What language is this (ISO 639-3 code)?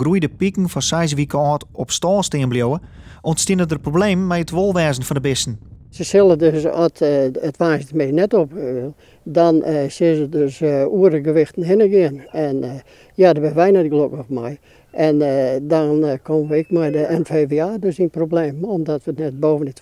fry